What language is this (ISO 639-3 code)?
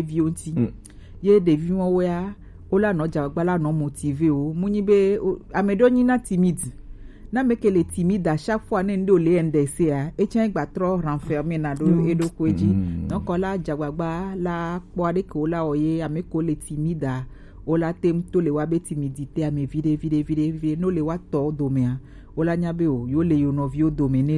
gej